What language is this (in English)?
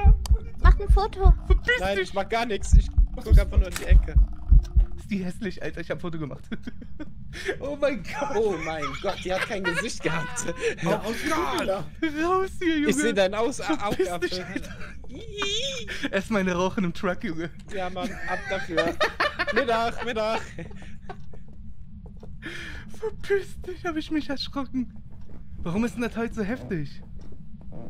German